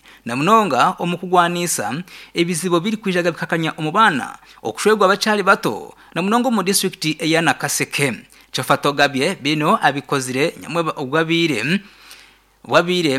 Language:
Nyankole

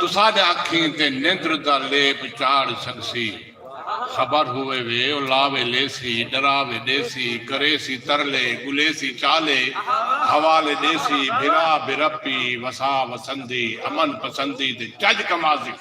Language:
Saraiki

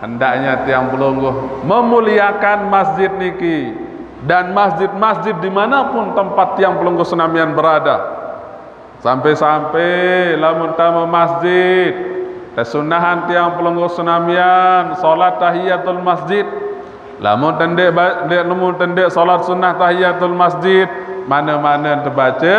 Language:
Sasak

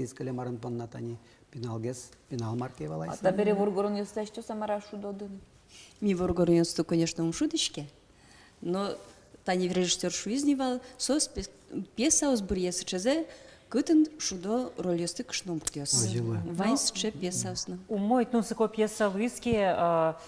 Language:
Udmurt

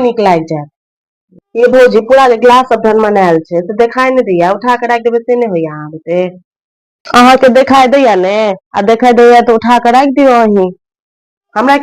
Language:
Maithili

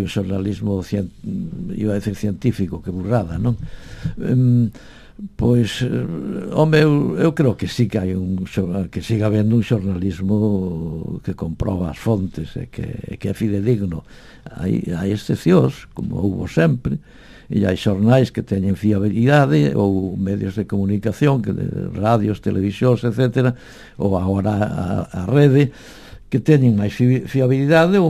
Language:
Galician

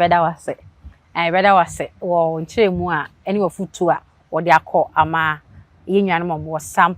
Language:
Akan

